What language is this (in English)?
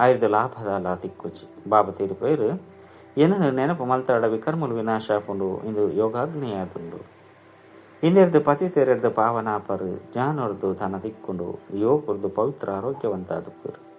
Tulu